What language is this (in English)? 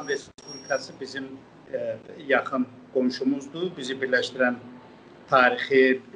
South Azerbaijani